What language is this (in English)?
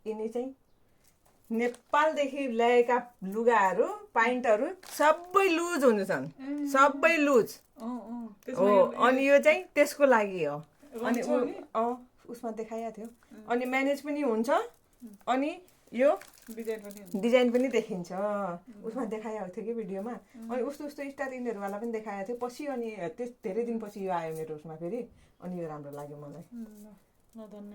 Nepali